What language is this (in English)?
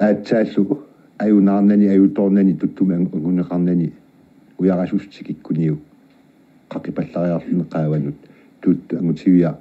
Kalaallisut